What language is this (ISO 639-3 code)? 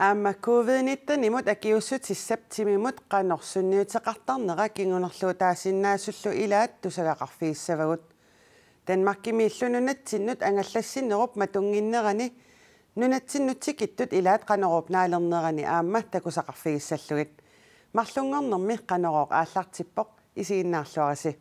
kal